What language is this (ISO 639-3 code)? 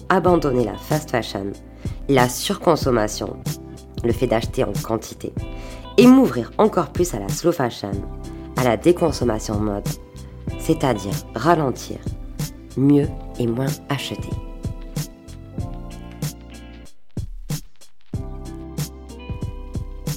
fra